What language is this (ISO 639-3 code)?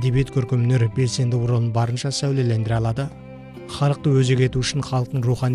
kaz